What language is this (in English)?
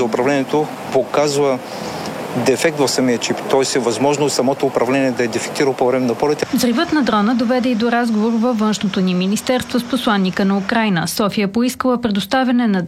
Bulgarian